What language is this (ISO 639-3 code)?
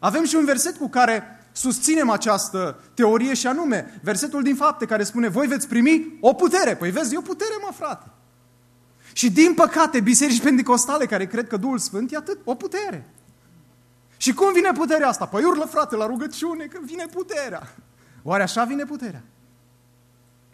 ron